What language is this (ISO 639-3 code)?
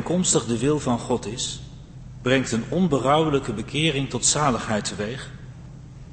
nld